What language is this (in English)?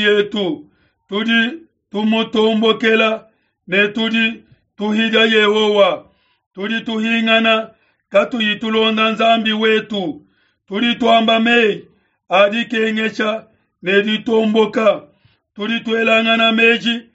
Luba-Lulua